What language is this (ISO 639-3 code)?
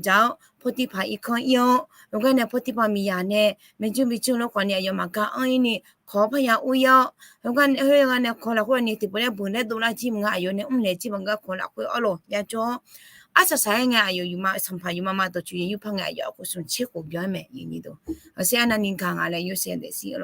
ahk